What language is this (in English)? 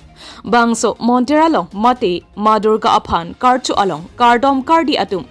Karbi